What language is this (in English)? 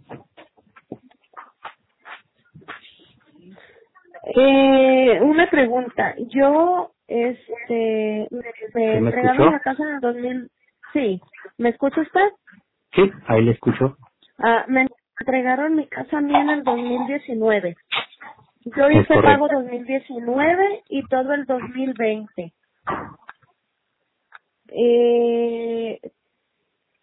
Spanish